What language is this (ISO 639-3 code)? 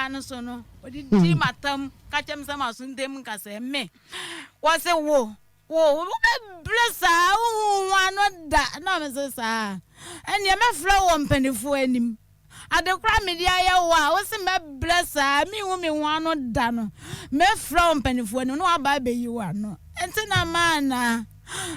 aka